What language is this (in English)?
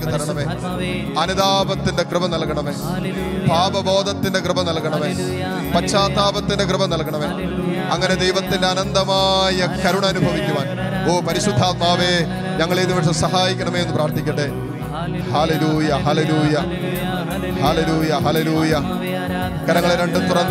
Malayalam